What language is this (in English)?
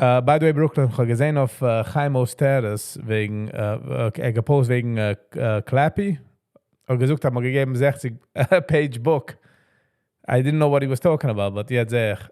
Yiddish